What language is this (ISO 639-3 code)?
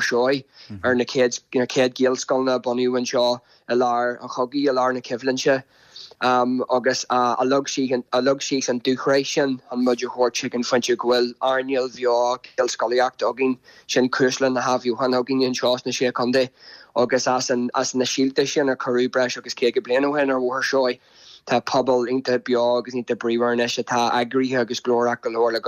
gle